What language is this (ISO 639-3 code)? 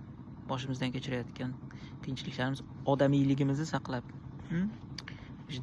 uzb